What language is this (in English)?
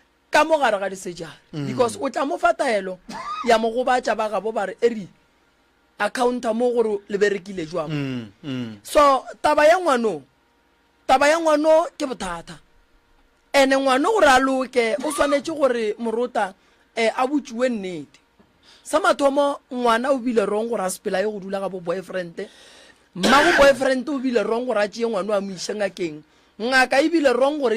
Northern Sotho